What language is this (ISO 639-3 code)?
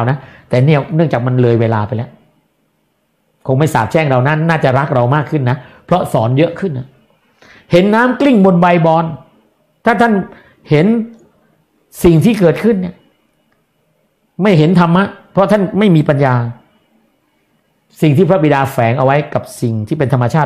tha